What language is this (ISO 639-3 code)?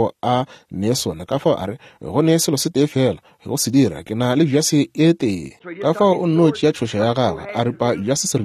nso